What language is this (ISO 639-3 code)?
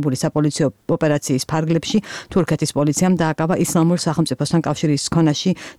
kat